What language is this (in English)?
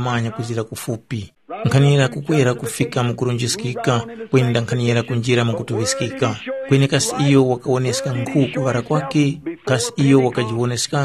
Tumbuka